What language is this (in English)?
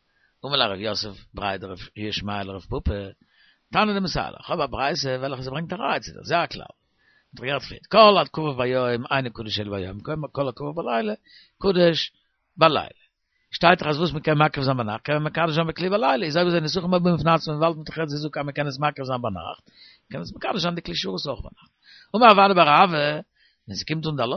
Yiddish